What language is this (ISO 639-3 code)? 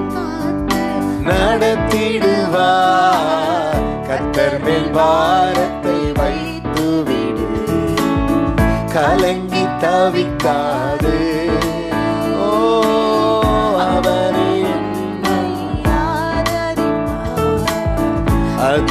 tam